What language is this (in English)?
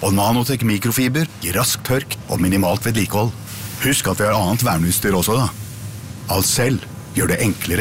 Norwegian